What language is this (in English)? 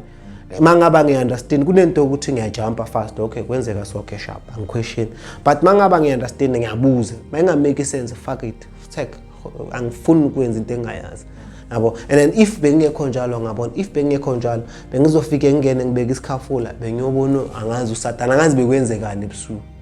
Zulu